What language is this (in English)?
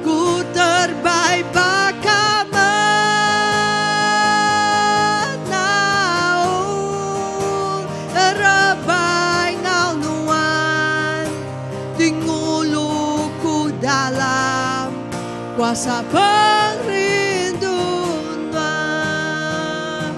Iban